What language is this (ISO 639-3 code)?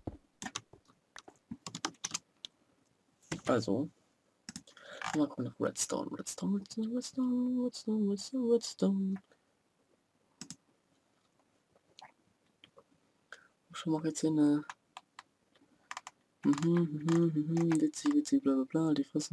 deu